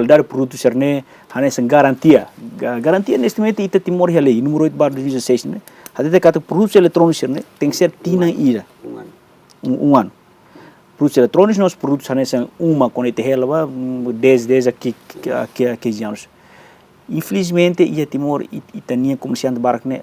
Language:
Tetum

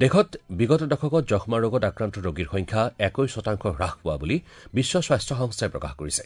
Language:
Assamese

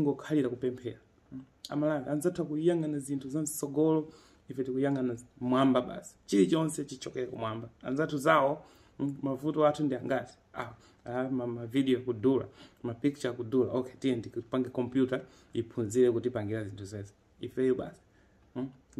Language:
Nyanja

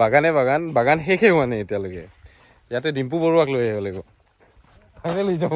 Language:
Assamese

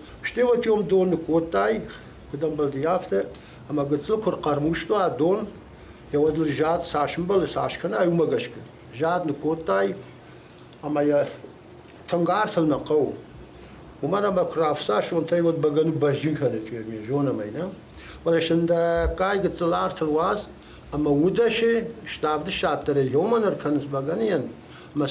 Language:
Ossetic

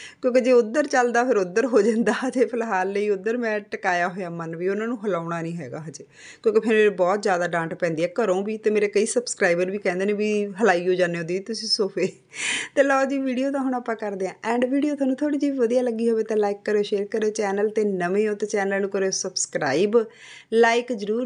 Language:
Punjabi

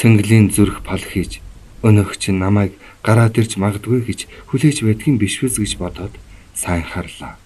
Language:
Mongolian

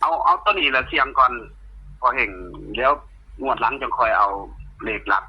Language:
Northeastern Thai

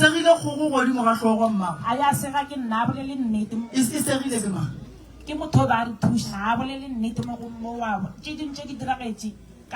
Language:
Northern Sotho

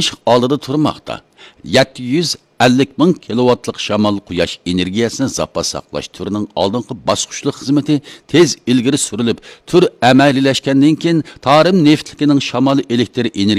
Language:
Uyghur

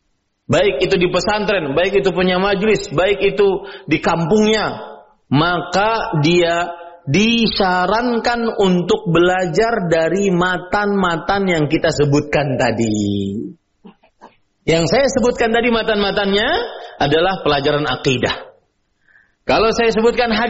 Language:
Indonesian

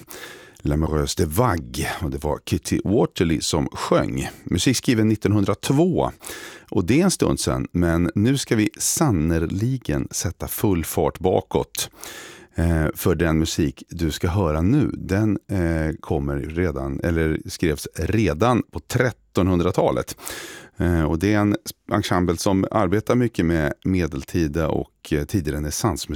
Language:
Swedish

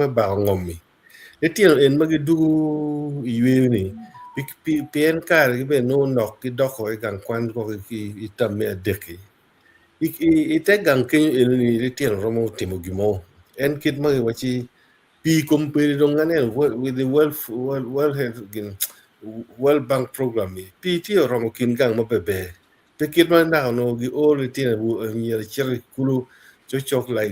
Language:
Acoli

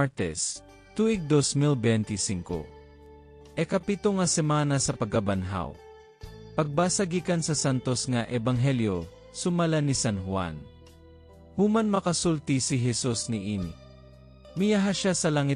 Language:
Cebuano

